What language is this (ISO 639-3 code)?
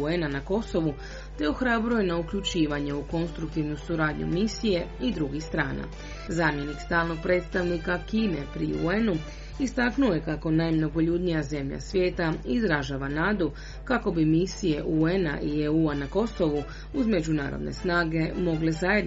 hrv